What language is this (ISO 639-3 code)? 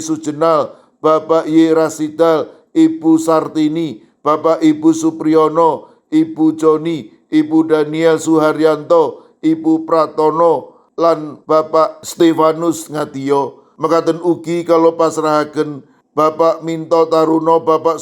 jav